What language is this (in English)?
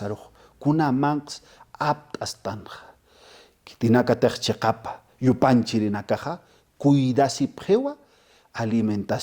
Aymara